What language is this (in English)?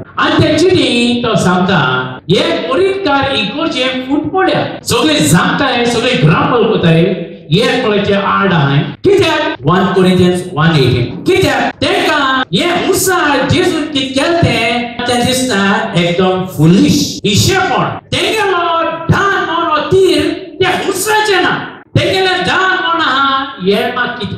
Konkani